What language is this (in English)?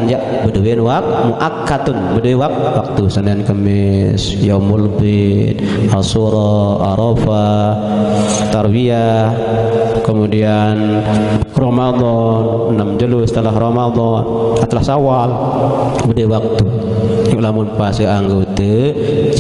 Sasak